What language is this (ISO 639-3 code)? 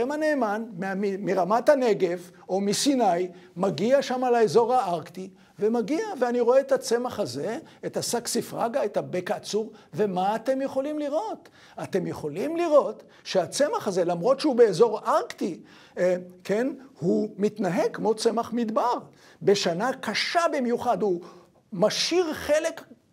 heb